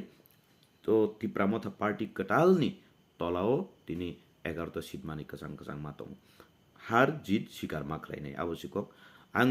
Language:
Kok Borok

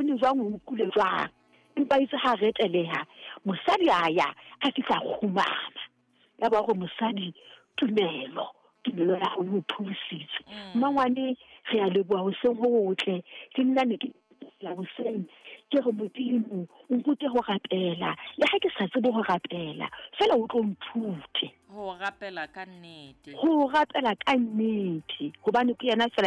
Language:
Southern Sotho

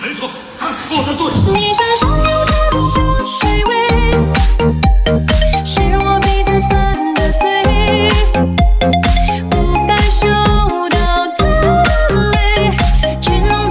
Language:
Chinese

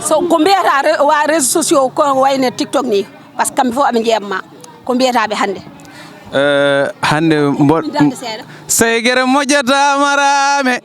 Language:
Fula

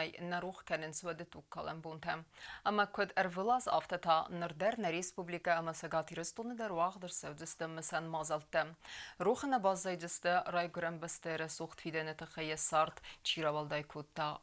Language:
Ossetic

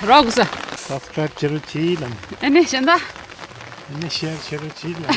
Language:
Tibetan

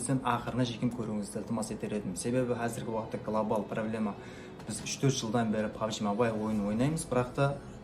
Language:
Kara-Kalpak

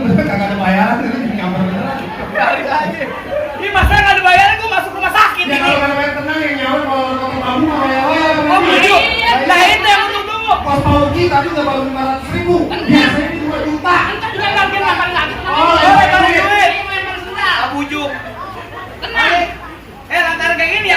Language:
Betawi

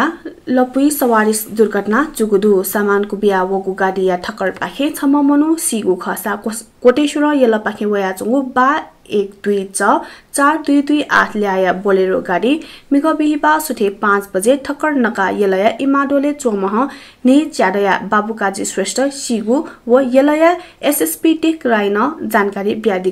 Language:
Newari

